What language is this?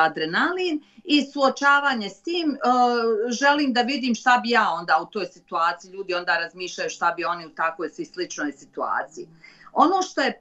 Bosnian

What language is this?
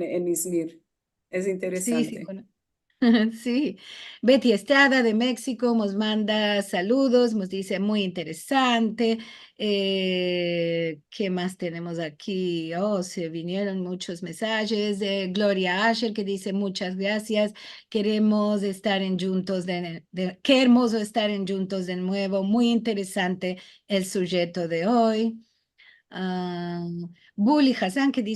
Ladino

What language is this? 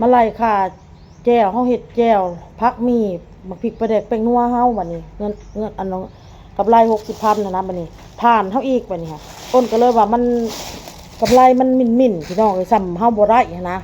Lao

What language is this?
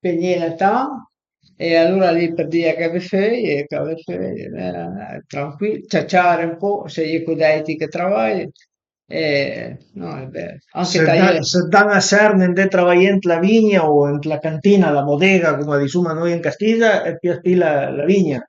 Piedmontese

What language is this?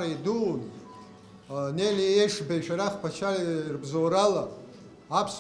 Abkhazian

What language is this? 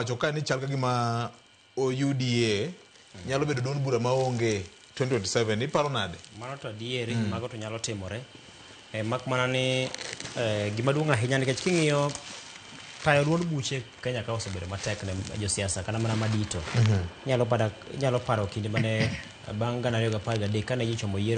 Luo (Kenya and Tanzania)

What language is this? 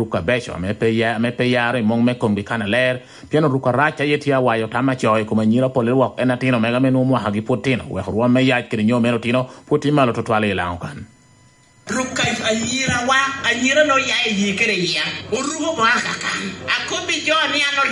Lango (Uganda)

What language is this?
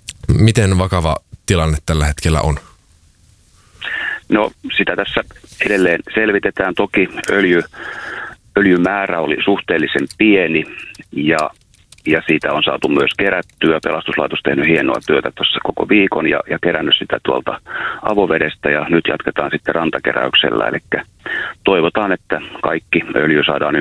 Finnish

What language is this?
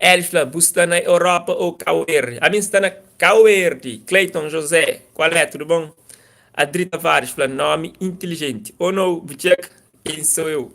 Kabuverdianu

